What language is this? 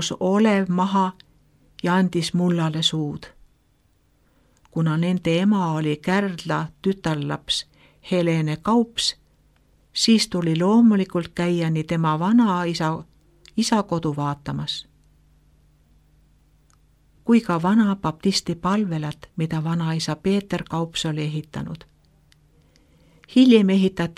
Estonian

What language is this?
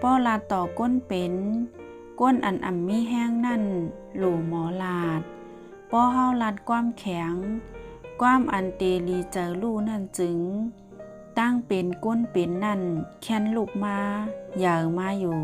Shan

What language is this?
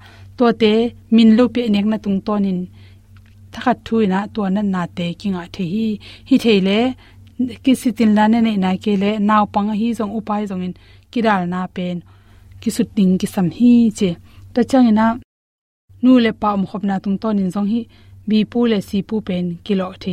Tedim Chin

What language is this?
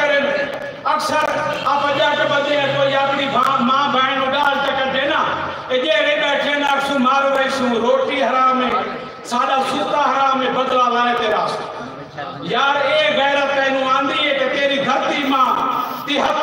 Saraiki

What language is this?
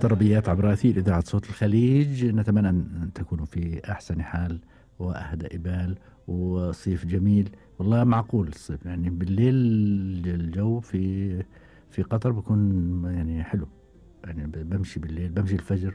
Gulf Arabic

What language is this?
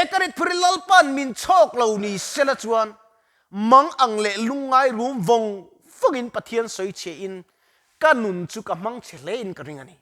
Mizo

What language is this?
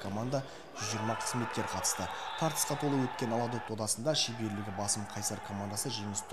Kazakh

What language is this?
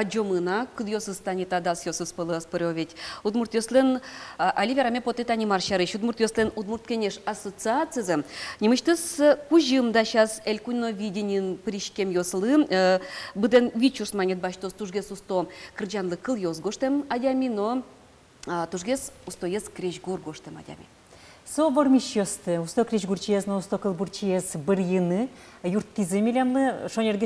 Udmurt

